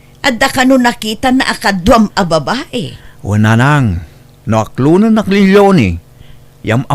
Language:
Iloko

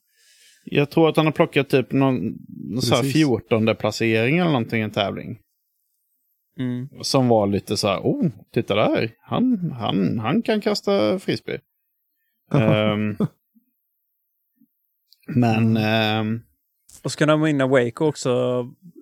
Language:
Swedish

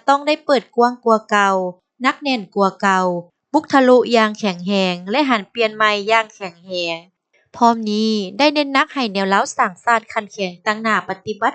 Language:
Lao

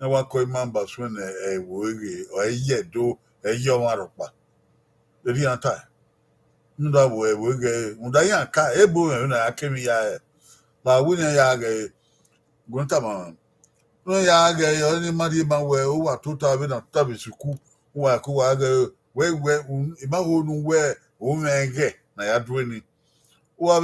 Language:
Bini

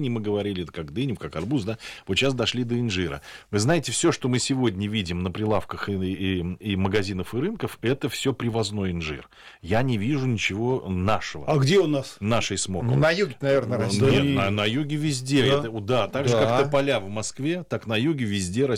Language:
Russian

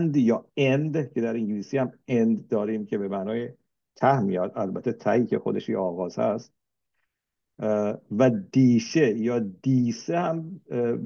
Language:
Persian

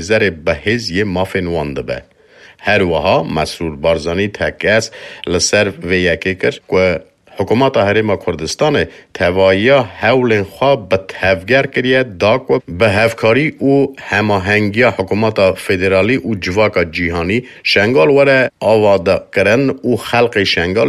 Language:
Kurdish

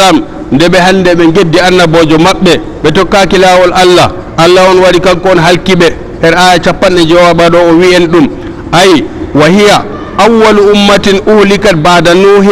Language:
Fula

